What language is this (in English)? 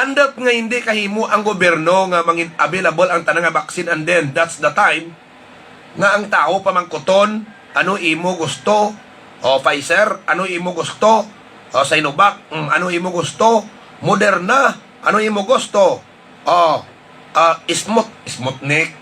Hiligaynon